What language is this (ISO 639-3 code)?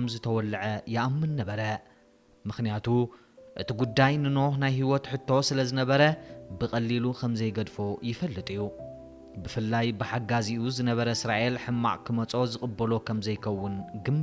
tir